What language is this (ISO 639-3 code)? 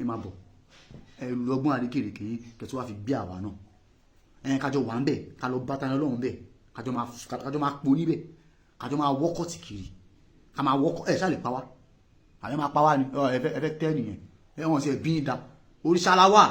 yor